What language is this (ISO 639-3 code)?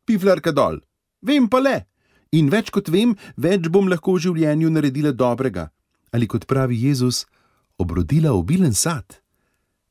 slv